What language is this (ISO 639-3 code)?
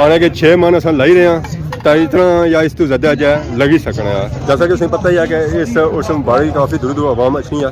phr